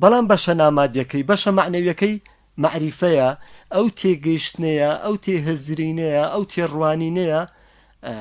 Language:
Central Kurdish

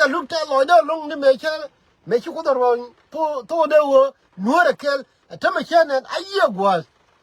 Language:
Nuer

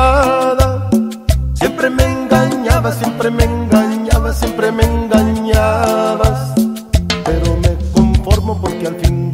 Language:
Spanish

